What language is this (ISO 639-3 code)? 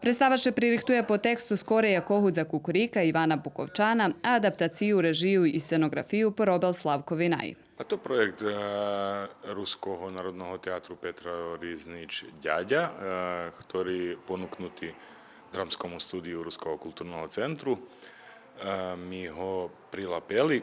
rue